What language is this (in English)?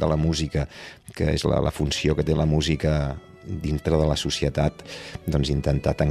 Catalan